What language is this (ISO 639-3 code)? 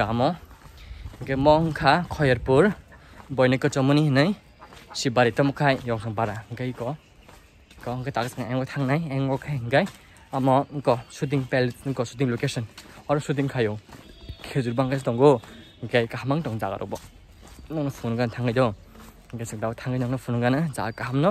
trp